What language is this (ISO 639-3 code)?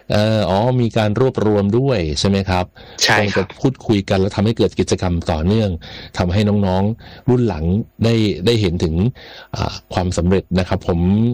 tha